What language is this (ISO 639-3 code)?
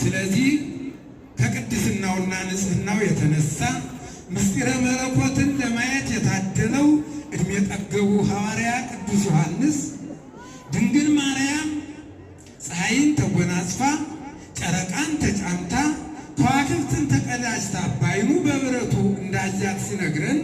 amh